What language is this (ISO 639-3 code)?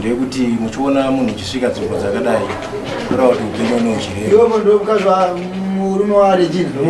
sna